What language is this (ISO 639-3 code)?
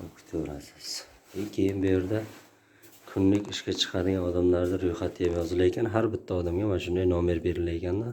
uzb